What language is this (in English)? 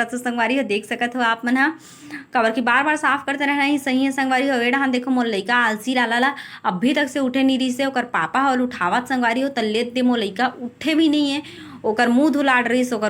Chhattisgarhi